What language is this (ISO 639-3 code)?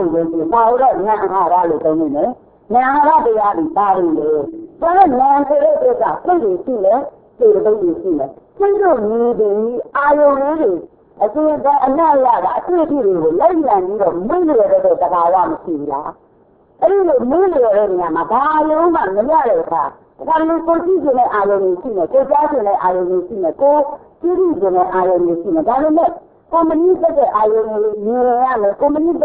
mya